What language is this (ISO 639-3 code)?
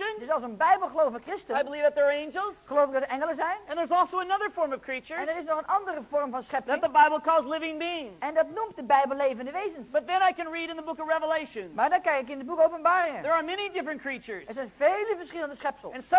nld